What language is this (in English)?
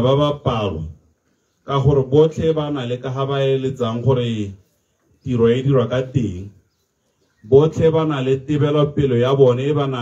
Tswana